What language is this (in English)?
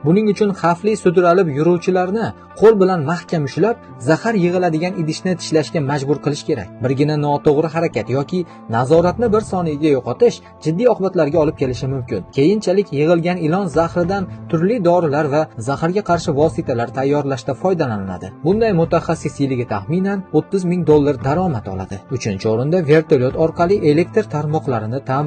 Uzbek